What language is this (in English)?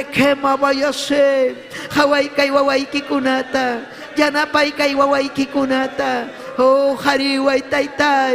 Ayacucho Quechua